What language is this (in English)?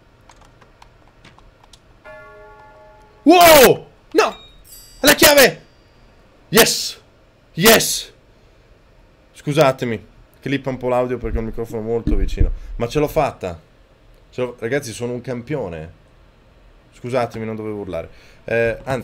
Italian